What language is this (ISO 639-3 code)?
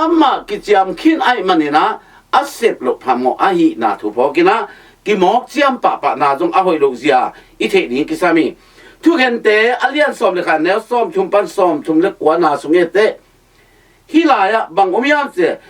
ctd